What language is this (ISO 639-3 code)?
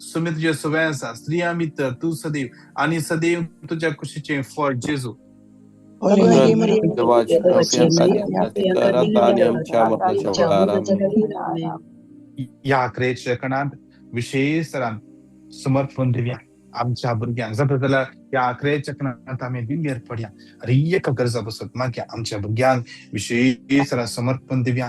kok